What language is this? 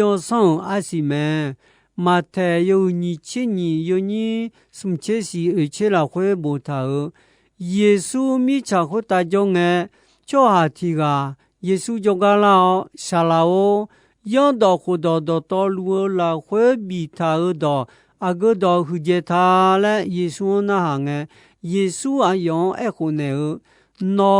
Akha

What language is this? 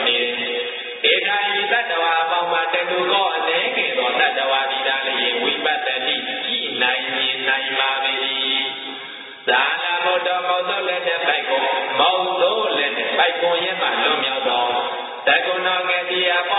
Burmese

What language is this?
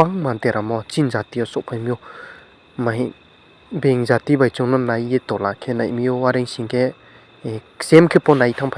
Riang (India)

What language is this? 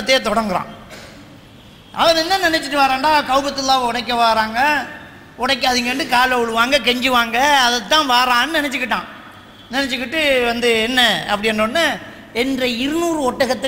Tamil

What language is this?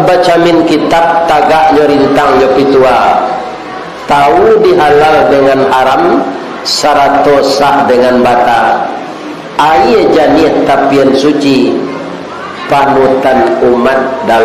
Minangkabau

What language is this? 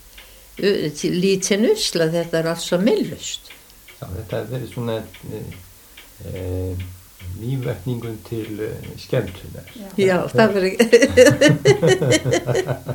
Icelandic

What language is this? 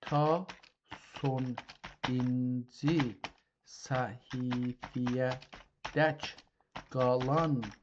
South Azerbaijani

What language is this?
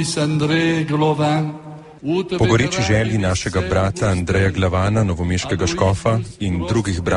Slovenian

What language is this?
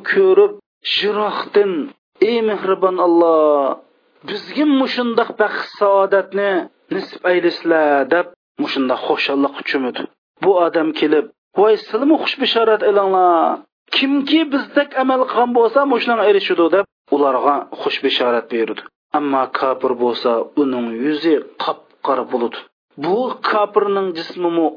Uyghur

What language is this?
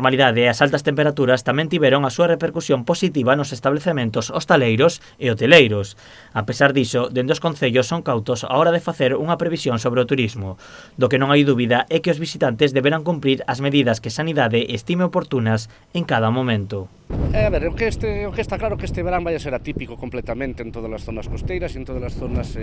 Galician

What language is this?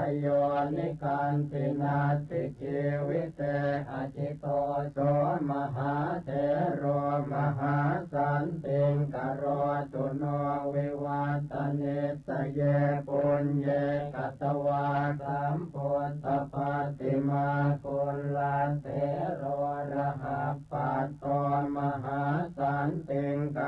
Pali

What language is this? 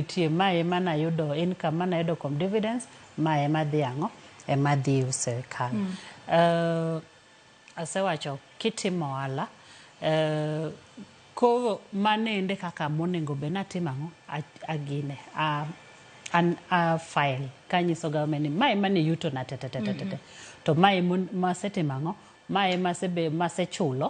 Luo (Kenya and Tanzania)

